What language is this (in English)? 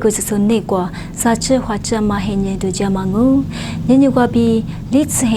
Lisu